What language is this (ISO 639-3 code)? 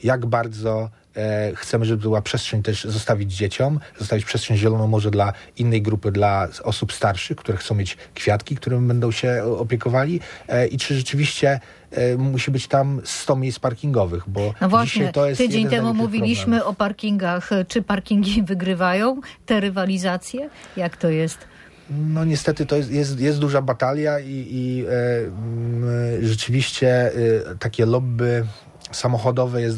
pol